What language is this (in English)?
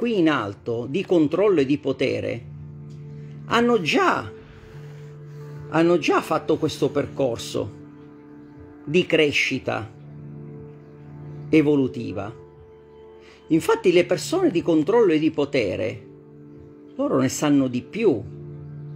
Italian